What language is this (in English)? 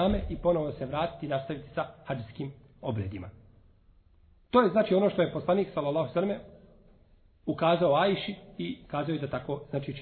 Bosnian